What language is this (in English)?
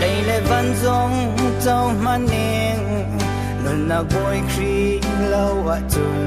Hakha Chin